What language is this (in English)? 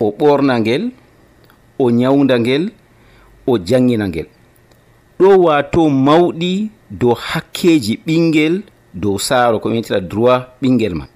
Nigerian Fulfulde